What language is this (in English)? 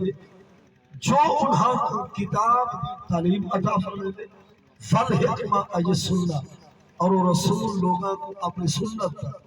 Saraiki